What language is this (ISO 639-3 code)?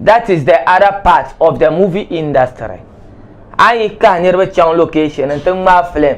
dag